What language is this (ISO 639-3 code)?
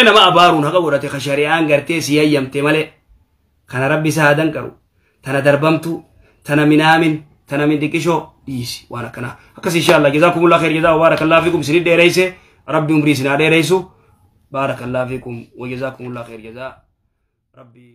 orm